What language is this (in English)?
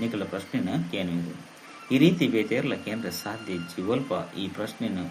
Tulu